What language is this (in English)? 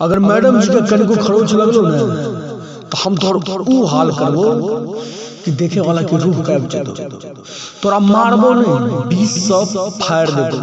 Maithili